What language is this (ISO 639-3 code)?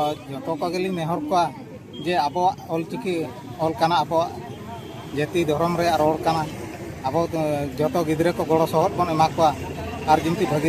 sat